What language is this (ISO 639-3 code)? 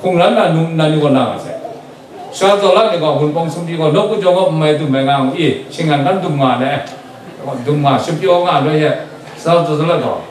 kac